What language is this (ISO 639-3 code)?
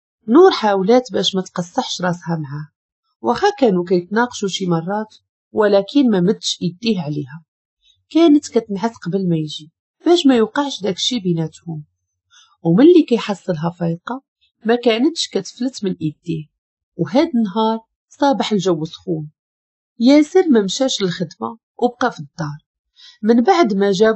ary